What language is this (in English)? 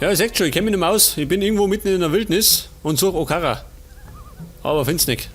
Bavarian